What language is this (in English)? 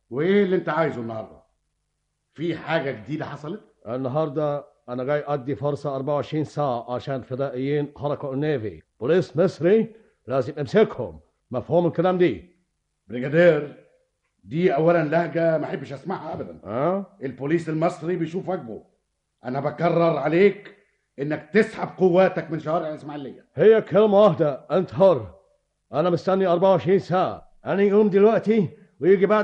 Egyptian Arabic